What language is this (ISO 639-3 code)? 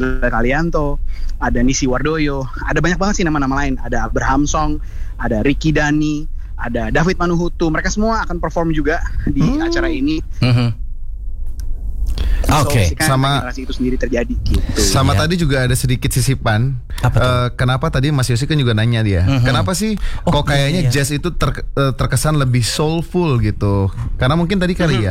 ind